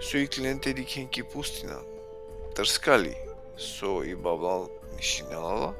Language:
Balkan Romani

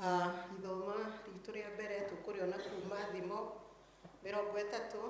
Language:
Kikuyu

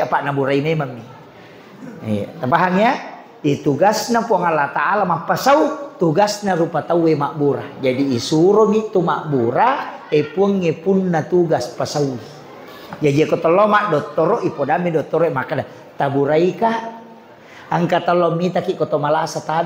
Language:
Buginese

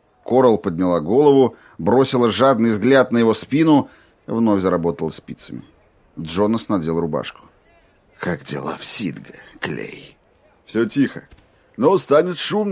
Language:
Russian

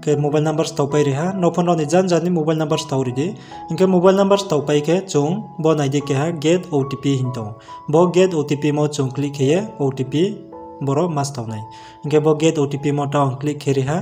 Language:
Riang (India)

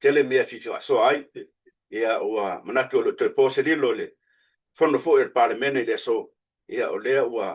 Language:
Samoan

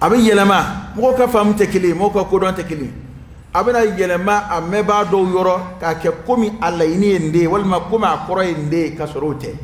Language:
Dyula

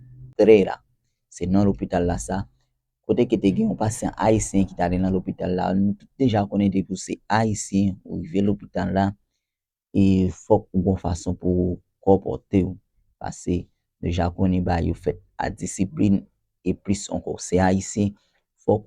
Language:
Haitian Creole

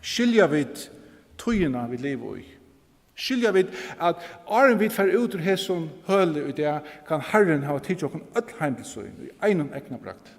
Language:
Faroese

